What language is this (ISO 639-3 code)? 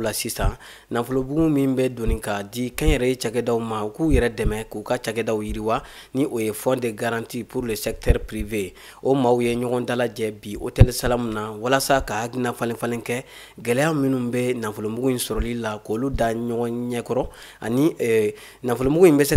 bam